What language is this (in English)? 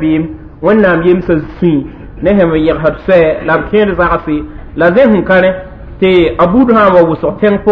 Mossi